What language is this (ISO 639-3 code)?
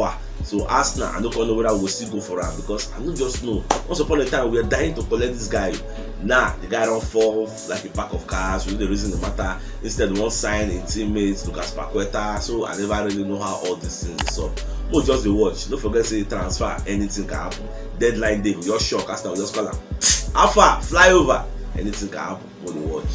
pcm